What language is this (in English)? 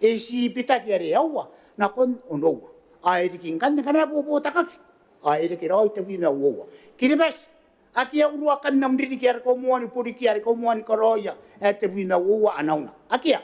Gilbertese